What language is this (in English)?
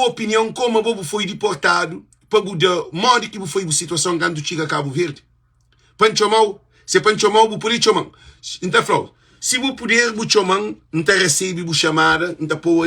Kabuverdianu